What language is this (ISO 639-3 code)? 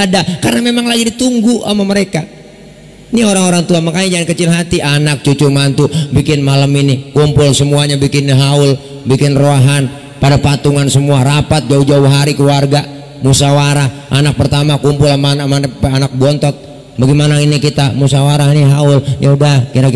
bew